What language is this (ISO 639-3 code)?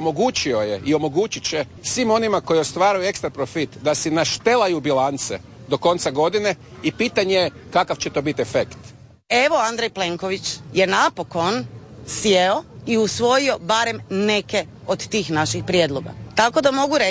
hrv